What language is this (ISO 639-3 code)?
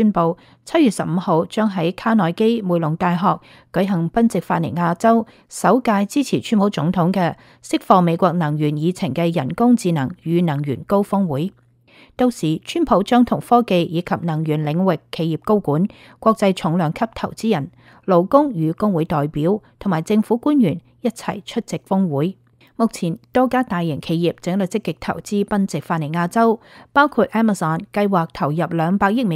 yue